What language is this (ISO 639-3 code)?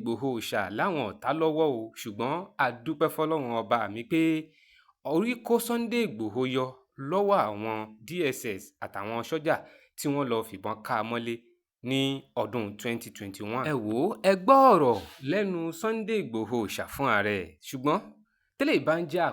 yor